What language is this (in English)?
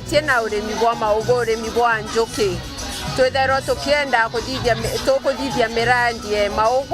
Meru